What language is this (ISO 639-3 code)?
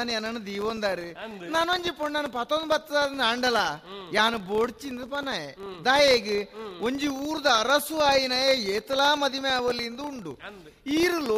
tcy